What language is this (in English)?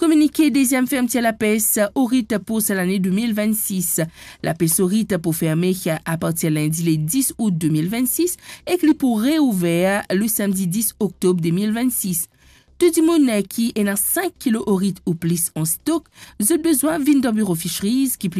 Morisyen